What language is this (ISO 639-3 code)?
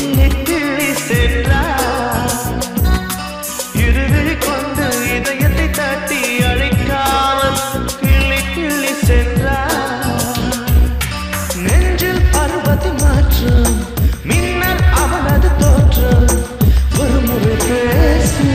tam